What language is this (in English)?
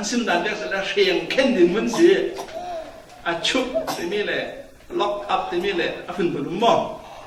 Falam Chin